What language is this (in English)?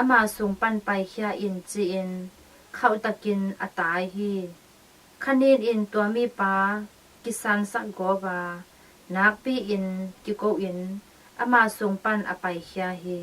Tedim Chin